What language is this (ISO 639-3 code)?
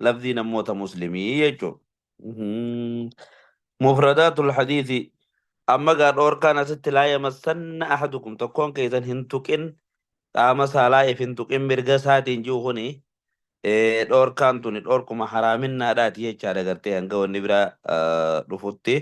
orm